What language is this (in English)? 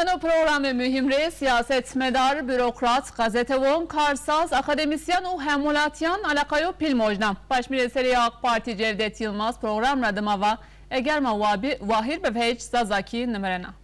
Zaza